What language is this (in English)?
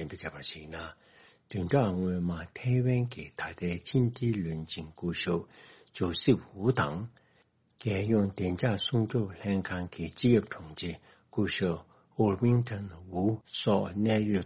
Tibetan